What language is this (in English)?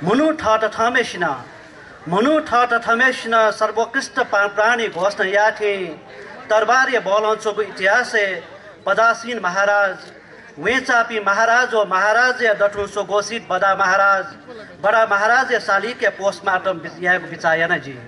Newari